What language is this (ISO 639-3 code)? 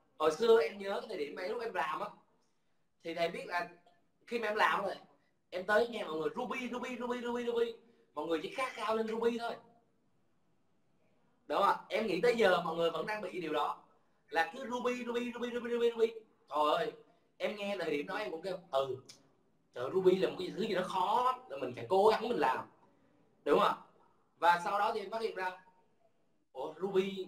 vie